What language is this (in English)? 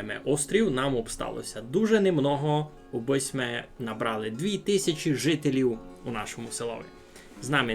Rusyn